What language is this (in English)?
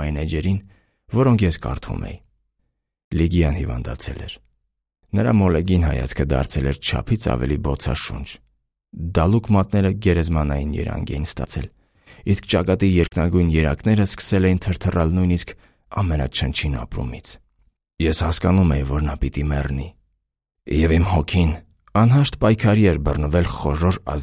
Armenian